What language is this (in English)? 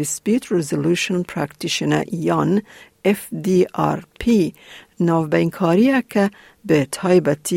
Kurdish